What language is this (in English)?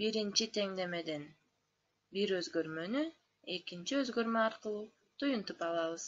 Kyrgyz